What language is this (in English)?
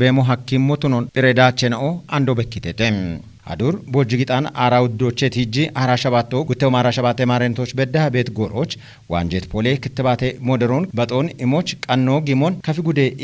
Kafa